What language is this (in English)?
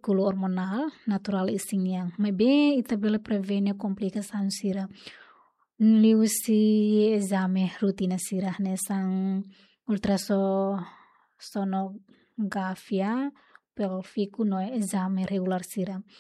Tetum